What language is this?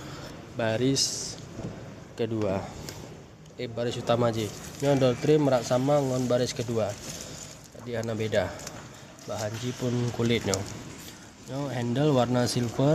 Achinese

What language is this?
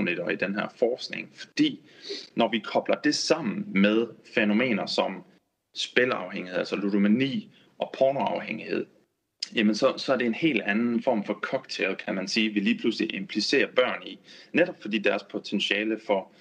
Danish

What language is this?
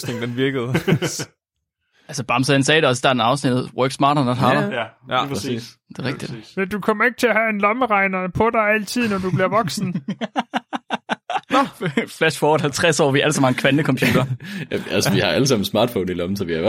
Danish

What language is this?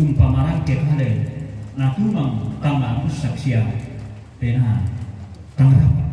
Toraja-Sa'dan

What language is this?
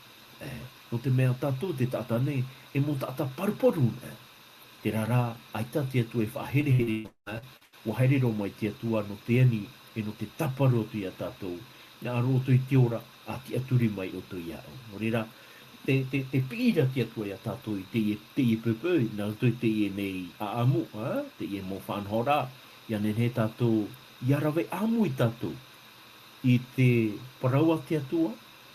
Tahitian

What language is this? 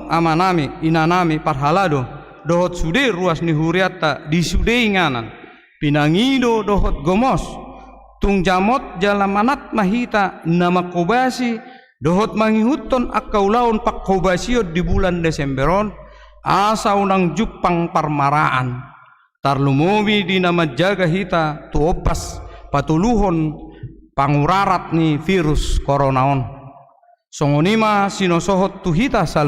Batak Toba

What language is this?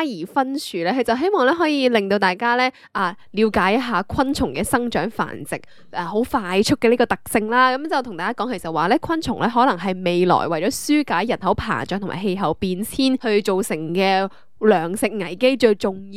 Cantonese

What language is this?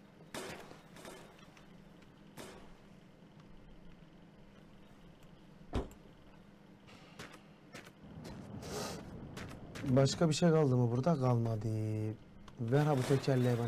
Turkish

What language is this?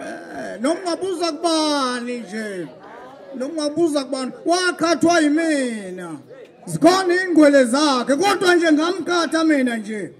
Zulu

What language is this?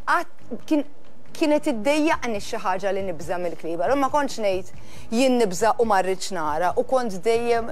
Maltese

